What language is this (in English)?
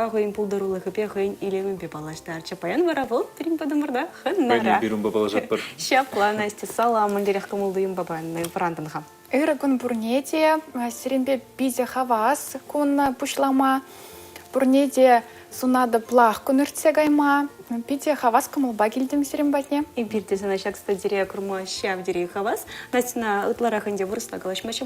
Chuvash